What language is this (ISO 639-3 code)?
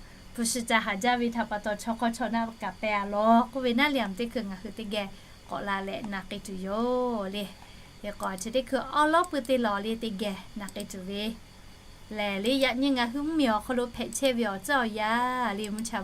lhu